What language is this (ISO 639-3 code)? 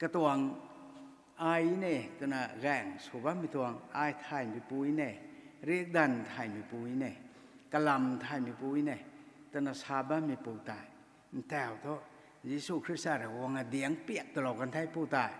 nbu